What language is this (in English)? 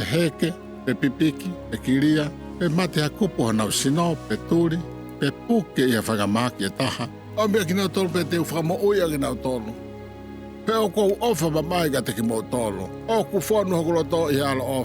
Tongan